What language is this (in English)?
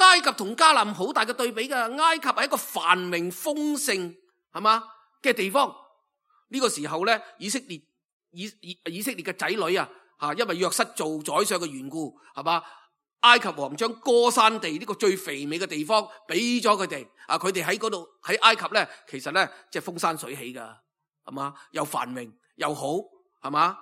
Cantonese